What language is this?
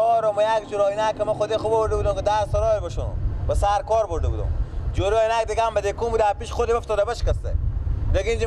Persian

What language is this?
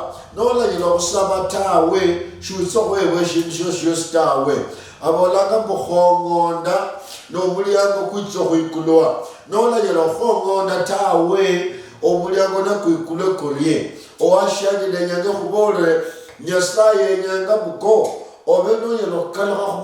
Luyia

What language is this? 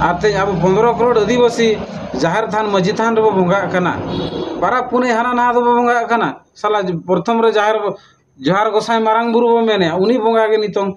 Santali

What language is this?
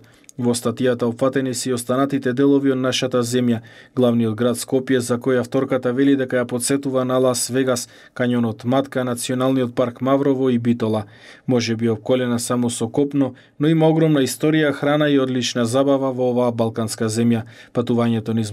Macedonian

